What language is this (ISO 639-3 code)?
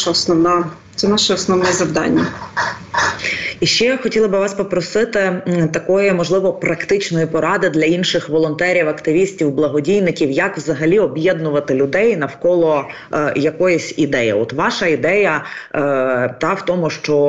ukr